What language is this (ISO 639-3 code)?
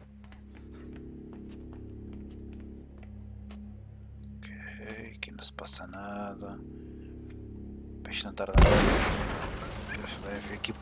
por